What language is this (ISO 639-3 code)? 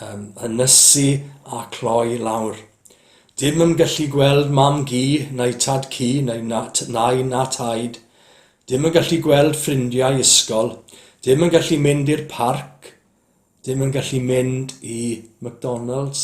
cym